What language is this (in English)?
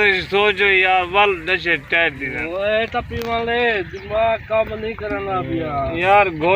Saraiki